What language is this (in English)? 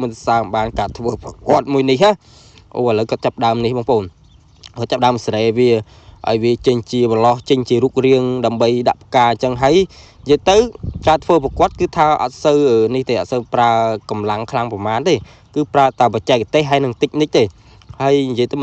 Khmer